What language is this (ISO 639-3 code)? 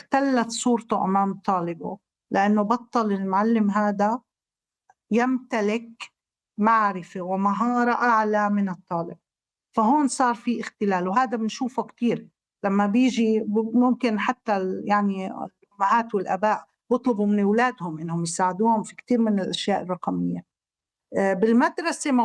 apc